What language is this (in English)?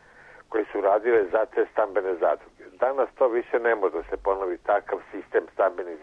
Serbian